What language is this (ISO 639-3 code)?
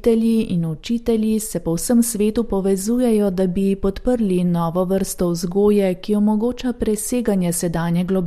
slv